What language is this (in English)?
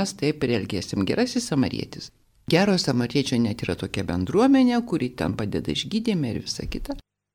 Lithuanian